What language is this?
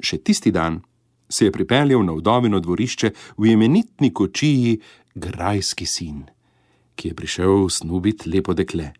Slovenian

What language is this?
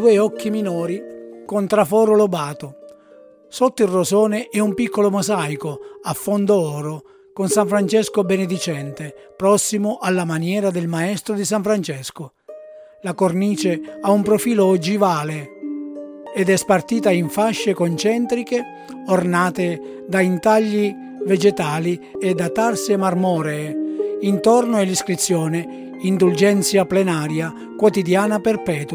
Italian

